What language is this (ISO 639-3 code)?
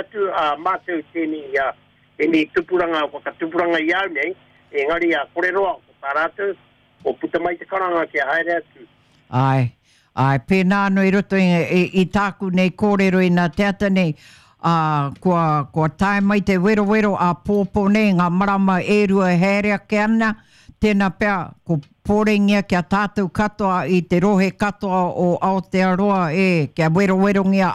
mri